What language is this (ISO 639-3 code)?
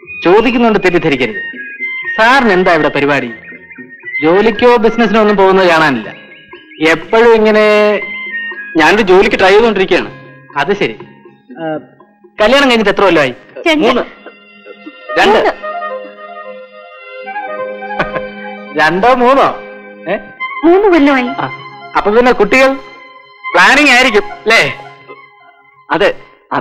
mal